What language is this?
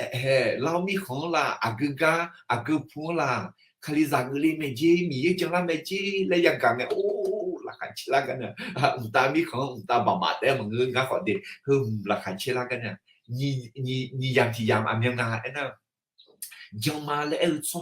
Akha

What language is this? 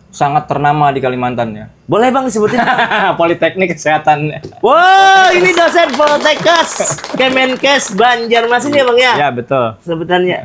Banjar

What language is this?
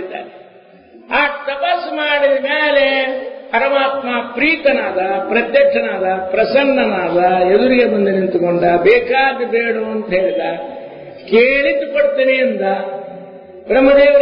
Kannada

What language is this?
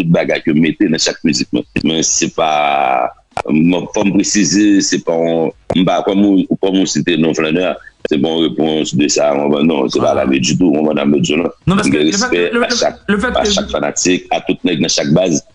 Haitian Creole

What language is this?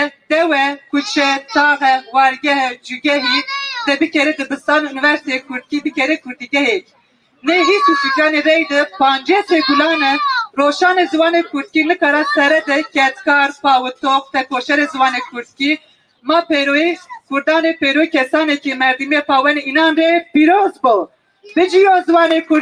Kurdish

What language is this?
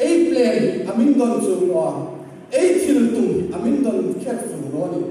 Hmar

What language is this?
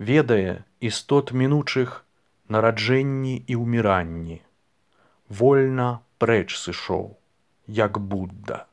Belarusian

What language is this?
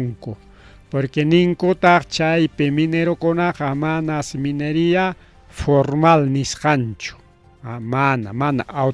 Ayacucho Quechua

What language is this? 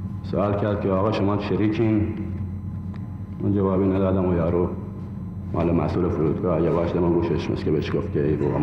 Persian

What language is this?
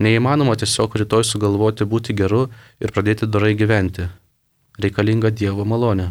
Lithuanian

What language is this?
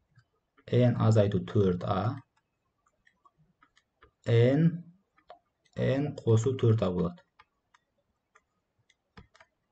Kazakh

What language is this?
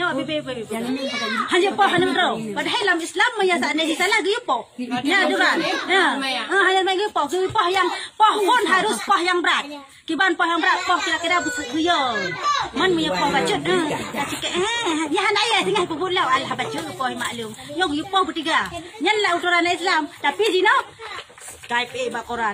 Achinese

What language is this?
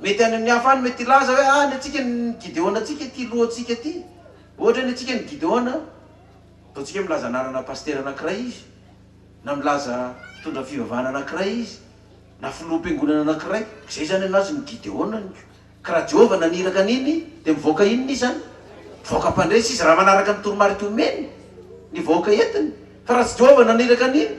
Malagasy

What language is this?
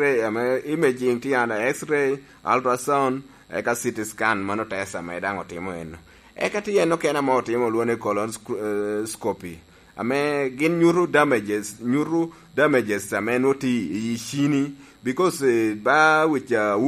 Lango (Uganda)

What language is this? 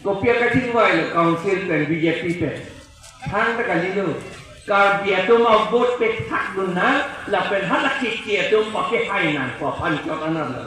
Karbi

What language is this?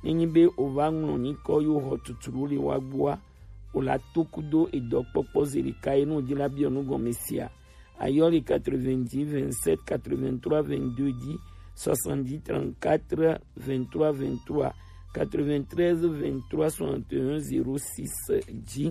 Gen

